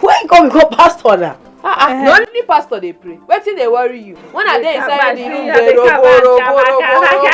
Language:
Nigerian Pidgin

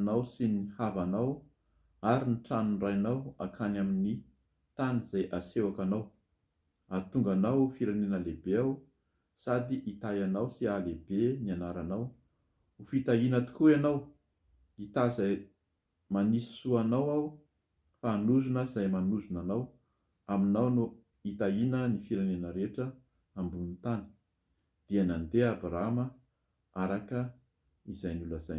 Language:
Malagasy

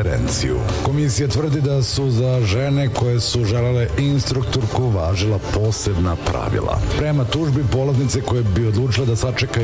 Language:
Serbian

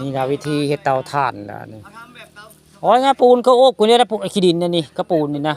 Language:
Northeastern Thai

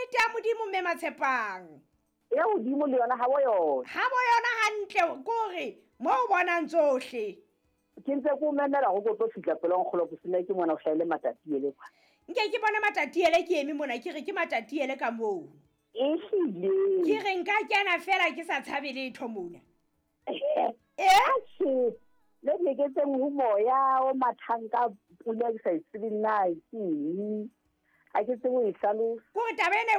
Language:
Southern Sotho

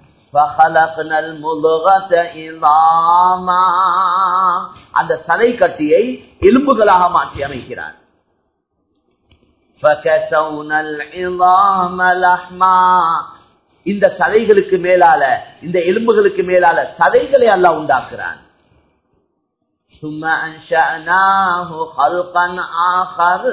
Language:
Tamil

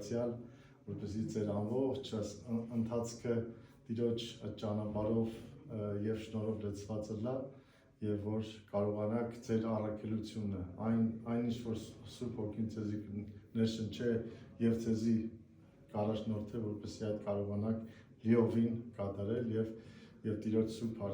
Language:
Western Armenian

